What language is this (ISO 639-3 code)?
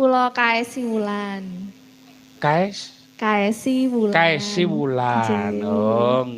jav